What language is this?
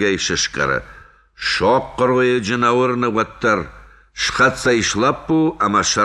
Ossetic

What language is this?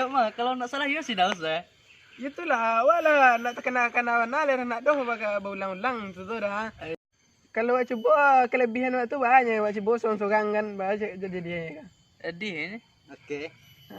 Minangkabau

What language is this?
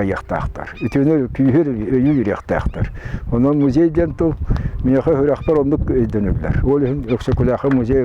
Yakut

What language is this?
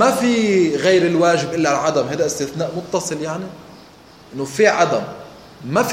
Arabic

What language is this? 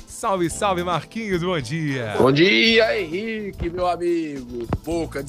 Portuguese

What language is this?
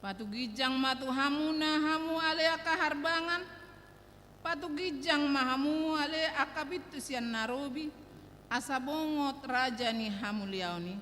Batak Toba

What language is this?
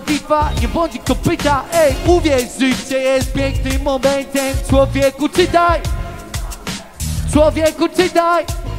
Polish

